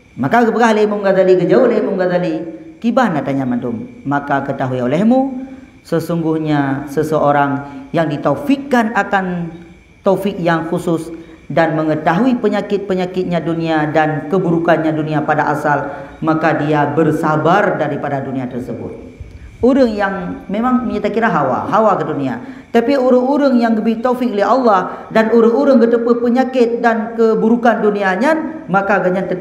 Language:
Achinese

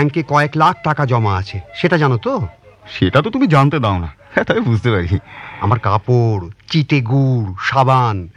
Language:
Bangla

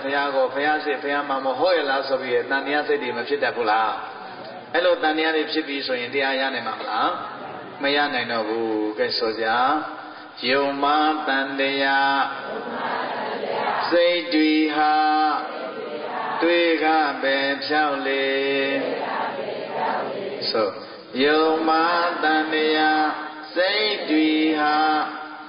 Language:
Burmese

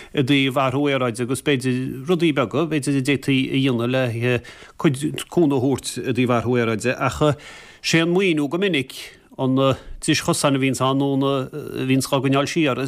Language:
Irish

